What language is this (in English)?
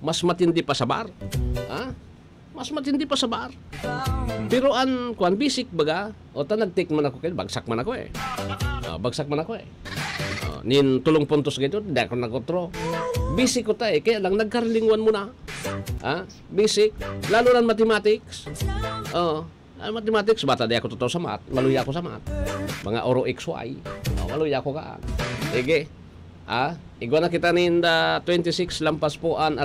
Bikol